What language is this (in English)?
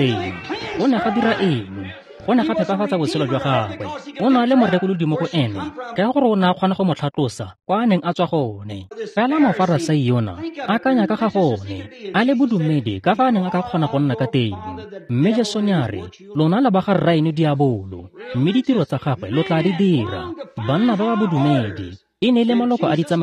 Tswana